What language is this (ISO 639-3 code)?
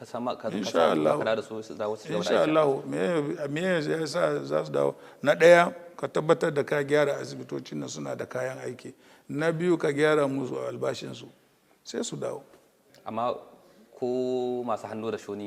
hau